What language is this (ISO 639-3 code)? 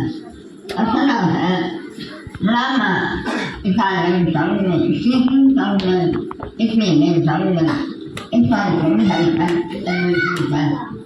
mrh